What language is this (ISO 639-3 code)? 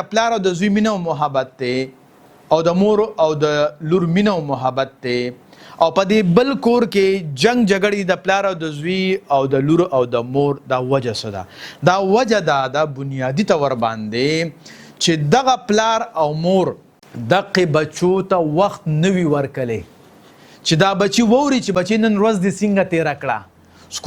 pus